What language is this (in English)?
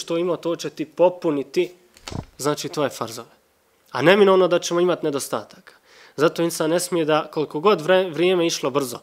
Bosnian